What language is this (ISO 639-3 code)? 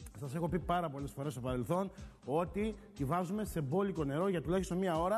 ell